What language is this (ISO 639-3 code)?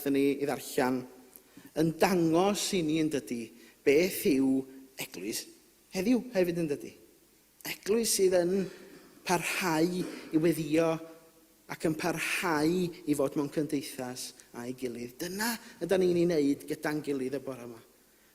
cym